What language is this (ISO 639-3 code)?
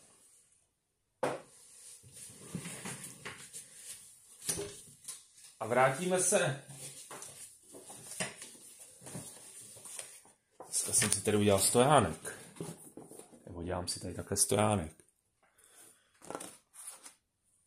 ces